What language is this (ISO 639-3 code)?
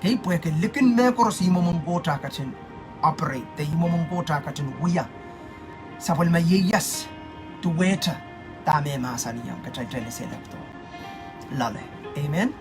pon